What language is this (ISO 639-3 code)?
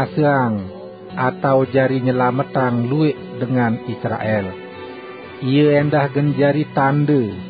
sas